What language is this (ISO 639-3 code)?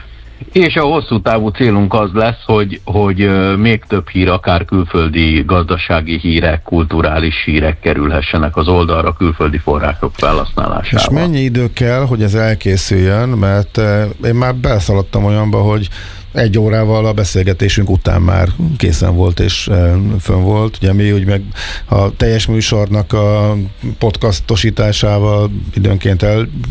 hun